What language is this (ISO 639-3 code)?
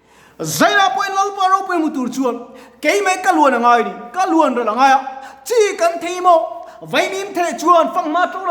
lus